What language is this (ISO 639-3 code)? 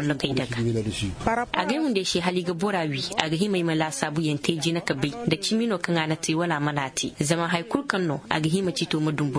ses